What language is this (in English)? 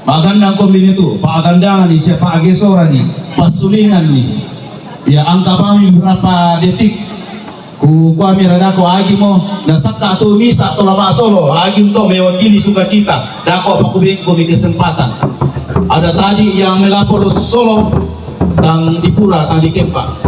Toraja-Sa'dan